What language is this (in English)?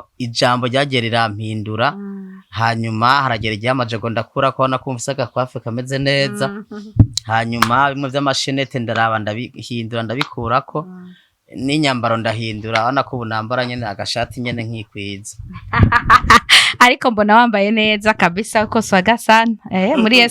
Rundi